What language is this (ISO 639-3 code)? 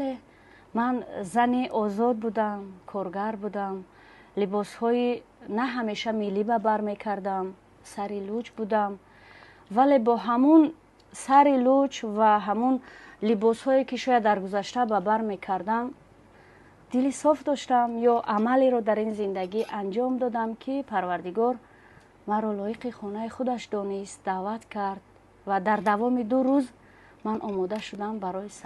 tgk